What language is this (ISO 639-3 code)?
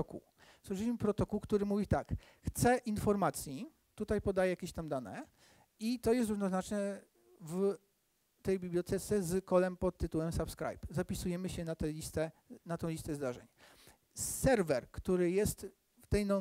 pol